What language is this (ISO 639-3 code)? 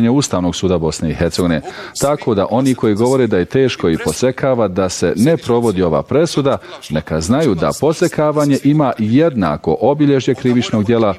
bos